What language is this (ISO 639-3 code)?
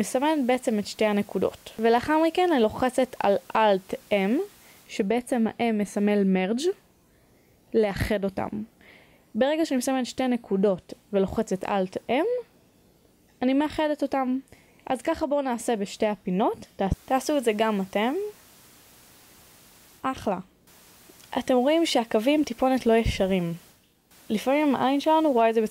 heb